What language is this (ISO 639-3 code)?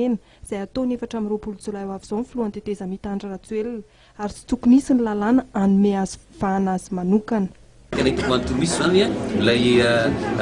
mlg